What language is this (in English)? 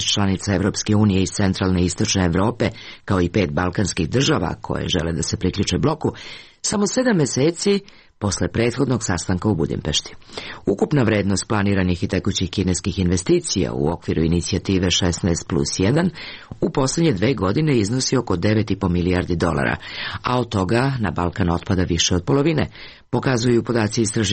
Serbian